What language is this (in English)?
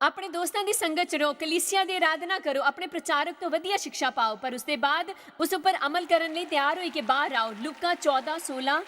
Dogri